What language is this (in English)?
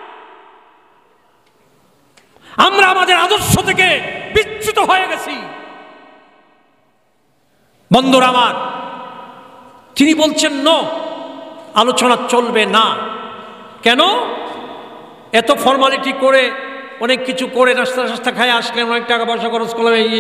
Bangla